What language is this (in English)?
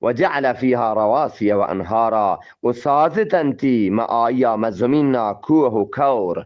Eastern Balochi